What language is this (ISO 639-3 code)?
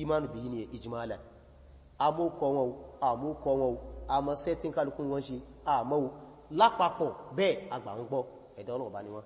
yor